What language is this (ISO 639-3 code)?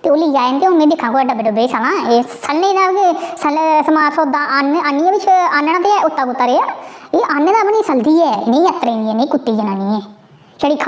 doi